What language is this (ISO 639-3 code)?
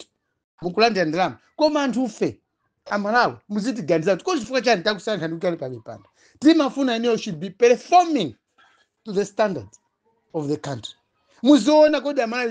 nya